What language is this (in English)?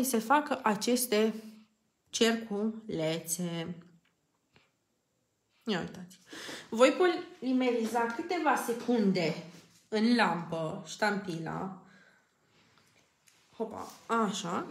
Romanian